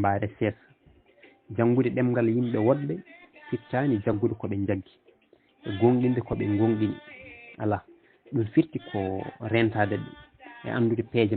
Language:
Fula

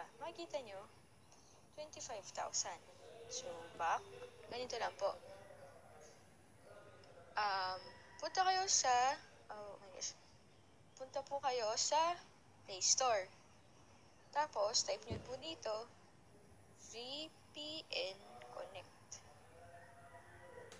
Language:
Filipino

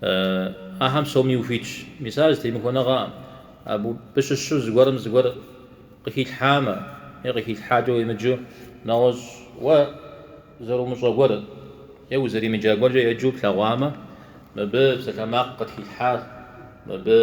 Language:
Kabardian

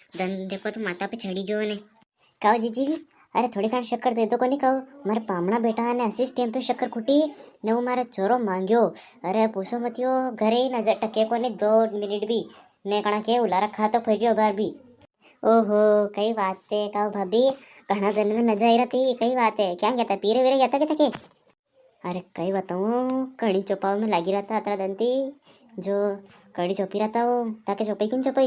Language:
Rajasthani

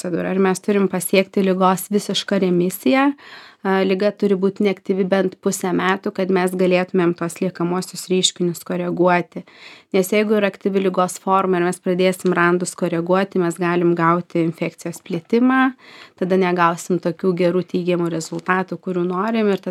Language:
Lithuanian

